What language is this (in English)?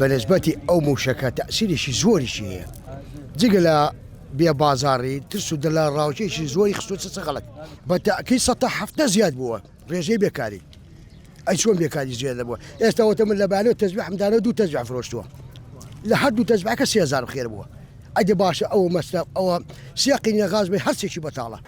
Central Kurdish